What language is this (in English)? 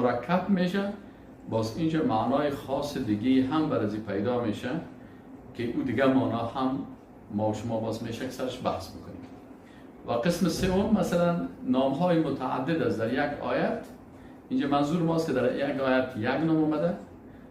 Persian